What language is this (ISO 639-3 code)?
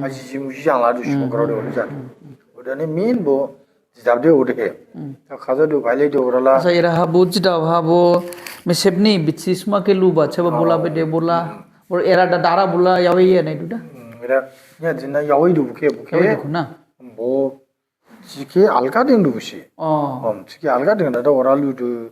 dis